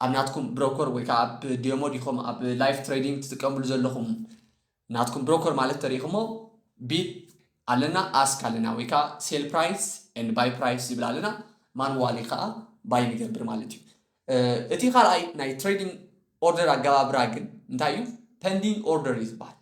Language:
Tigrinya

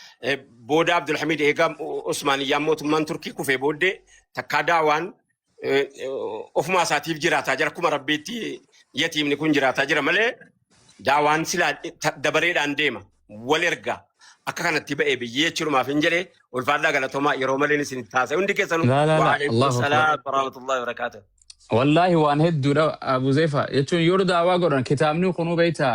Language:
Oromo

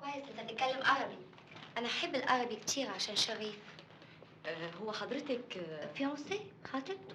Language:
Egyptian Arabic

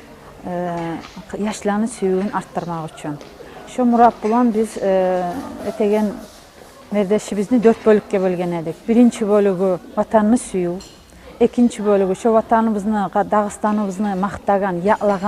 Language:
Kumyk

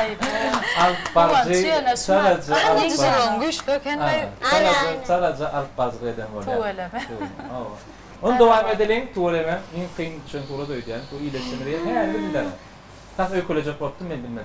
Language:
Turkmen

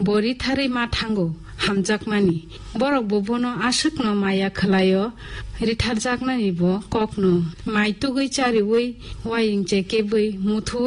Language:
Kok Borok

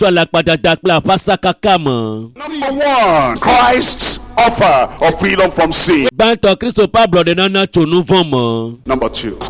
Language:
Ewe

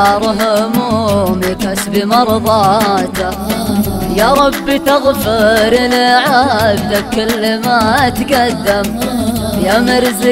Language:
Arabic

